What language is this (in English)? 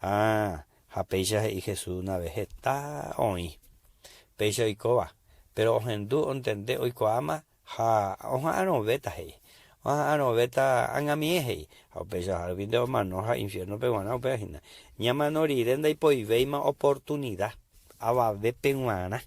Guarani